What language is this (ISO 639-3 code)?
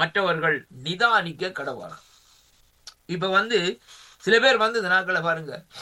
tam